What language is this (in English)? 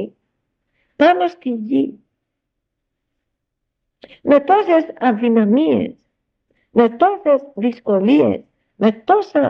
Greek